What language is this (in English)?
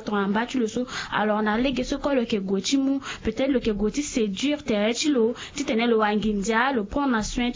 Sango